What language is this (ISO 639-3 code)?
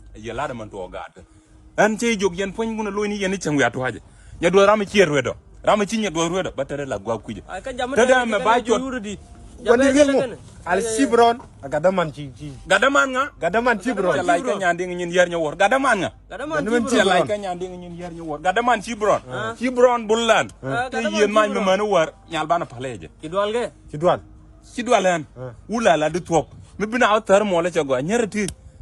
nus